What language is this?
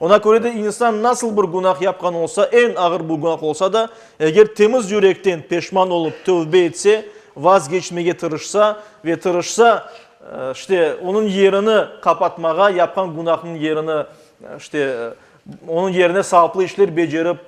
Crimean Tatar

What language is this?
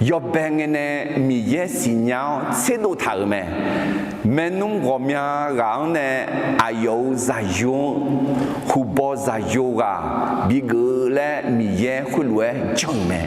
Akha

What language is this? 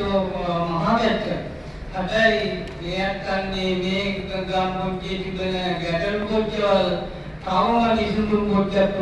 Sinhala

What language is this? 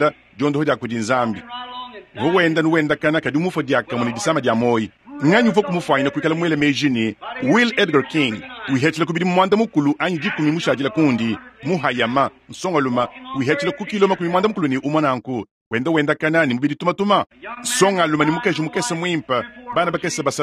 Luba-Lulua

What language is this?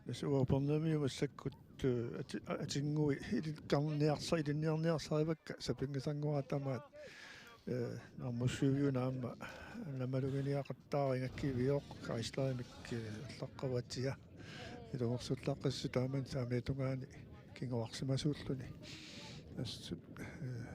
Kalaallisut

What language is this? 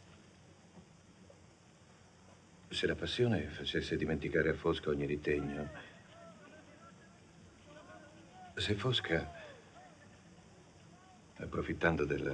Italian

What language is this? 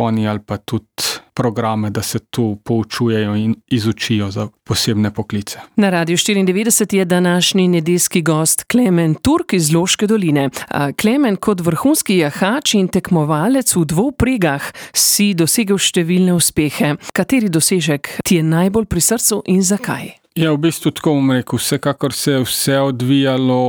Slovenian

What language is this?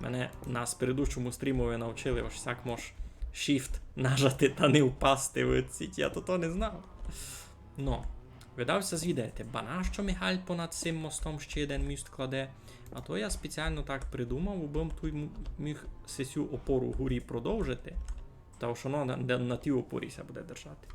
Rusyn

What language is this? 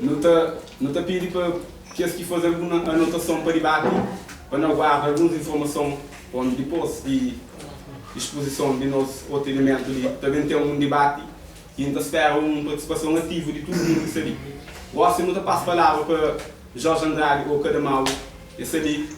Kabuverdianu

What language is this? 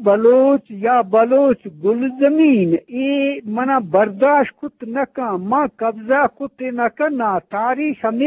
Eastern Balochi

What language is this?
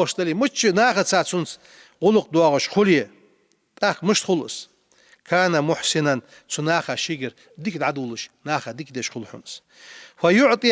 Ingush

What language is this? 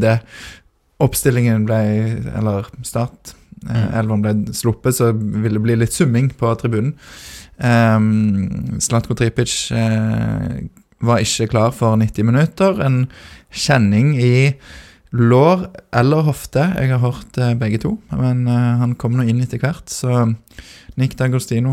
Norwegian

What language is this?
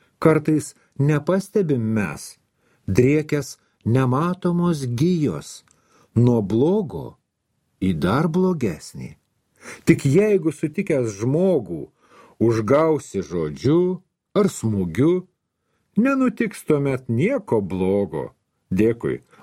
Lithuanian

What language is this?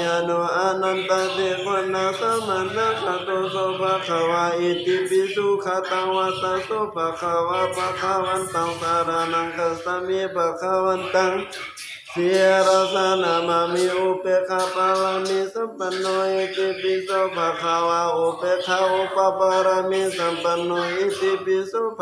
Pali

